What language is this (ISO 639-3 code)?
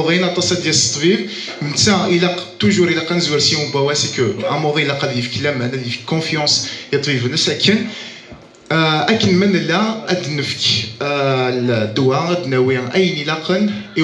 kab